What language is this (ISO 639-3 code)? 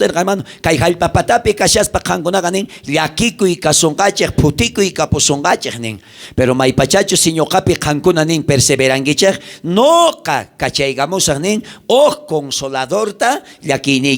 quh